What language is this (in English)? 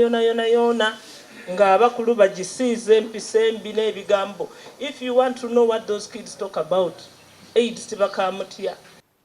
Soga